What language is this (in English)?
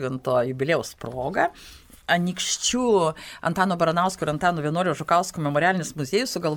Lithuanian